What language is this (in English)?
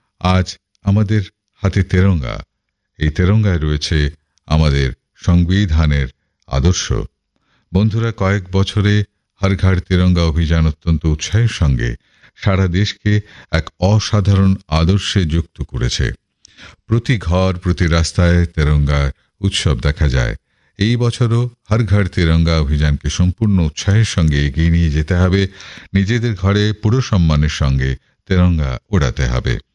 Bangla